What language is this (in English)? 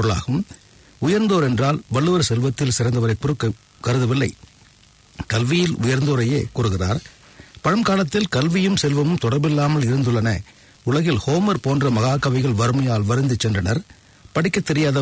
Tamil